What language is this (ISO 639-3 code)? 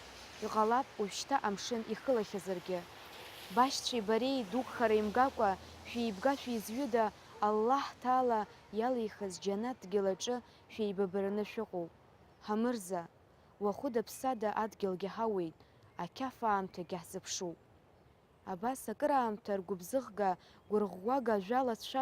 abk